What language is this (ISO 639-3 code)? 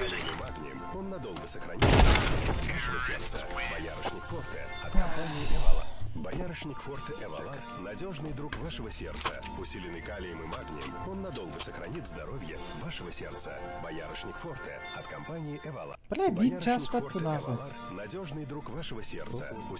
sah